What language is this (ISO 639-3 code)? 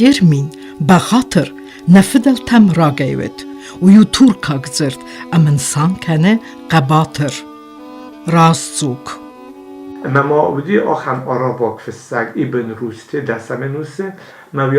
oss